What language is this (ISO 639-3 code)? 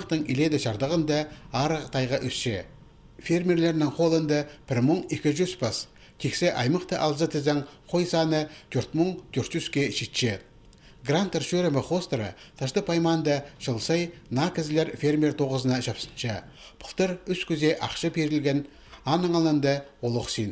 kjh